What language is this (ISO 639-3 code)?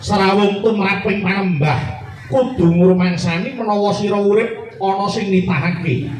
jav